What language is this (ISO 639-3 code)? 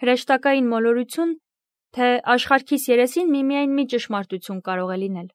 hye